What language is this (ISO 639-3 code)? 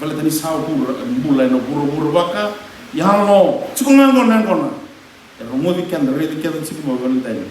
fij